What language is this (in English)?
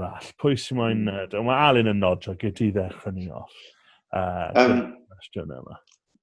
Welsh